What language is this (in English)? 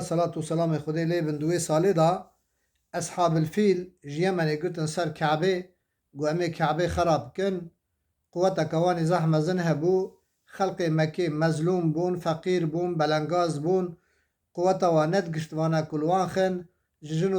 Kurdish